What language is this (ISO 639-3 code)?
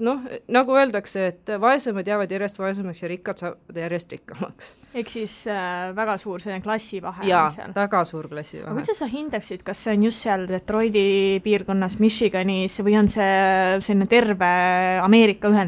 est